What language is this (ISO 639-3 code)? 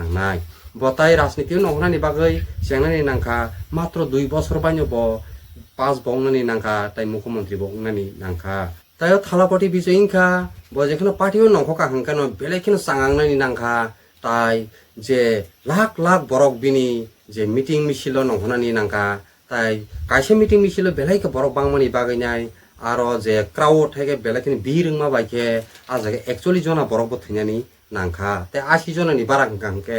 trp